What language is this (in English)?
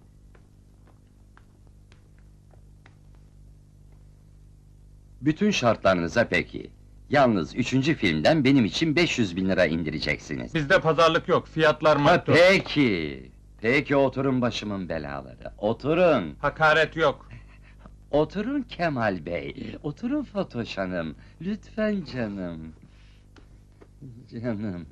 Turkish